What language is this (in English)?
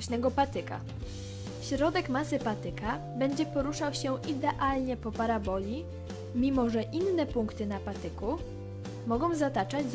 Polish